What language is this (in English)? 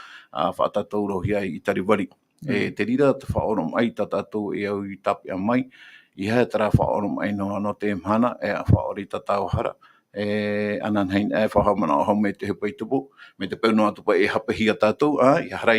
Tahitian